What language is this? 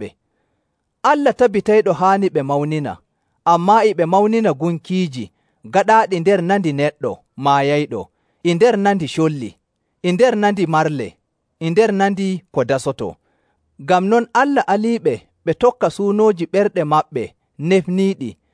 Nigerian Fulfulde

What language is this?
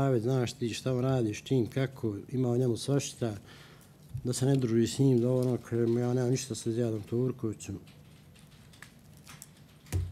Bosnian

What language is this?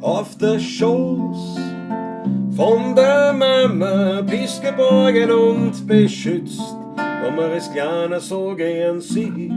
Bavarian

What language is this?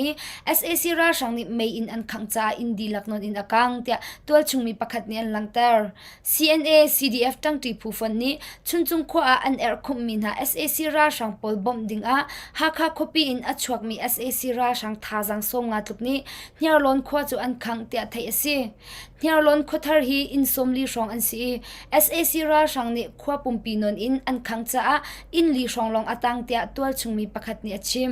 Hakha Chin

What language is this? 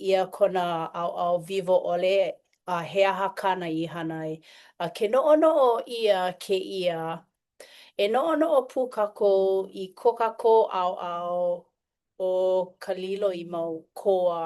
Hawaiian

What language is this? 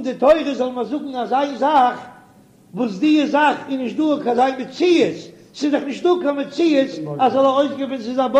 Yiddish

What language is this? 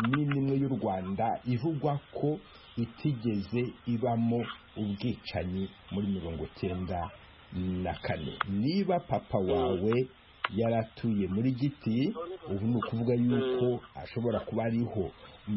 Kinyarwanda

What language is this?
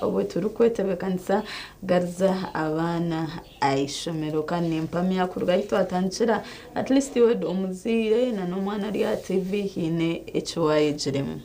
Nyankole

